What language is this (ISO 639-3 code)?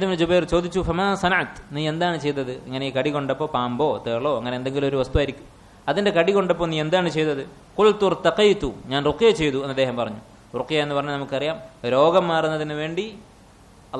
mal